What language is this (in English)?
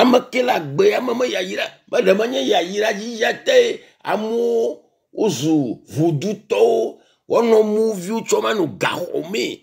Ewe